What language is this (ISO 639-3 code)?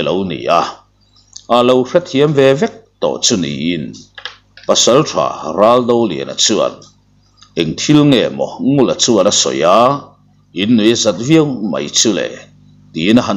lus